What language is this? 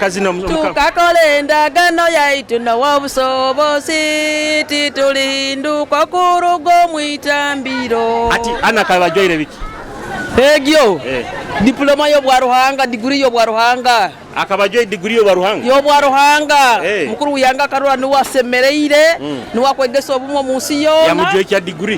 Nyoro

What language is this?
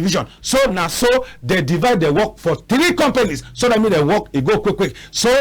Cameroon Pidgin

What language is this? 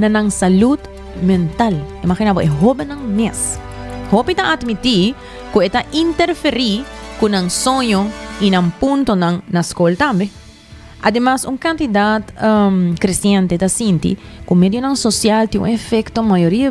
Papiamento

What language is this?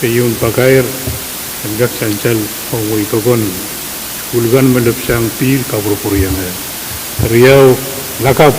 Pohnpeian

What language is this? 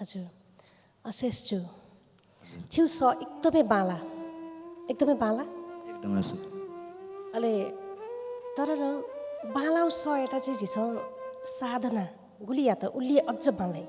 Newari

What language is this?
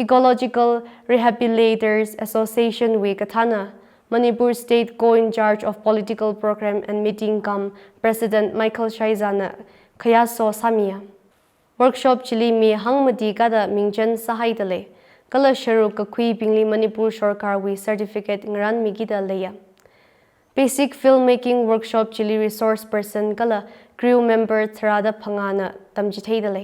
Tangkhul Naga (India)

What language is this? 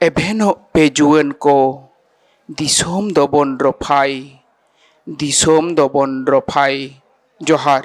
Santali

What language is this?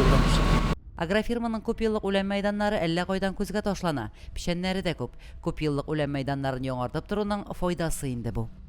Tatar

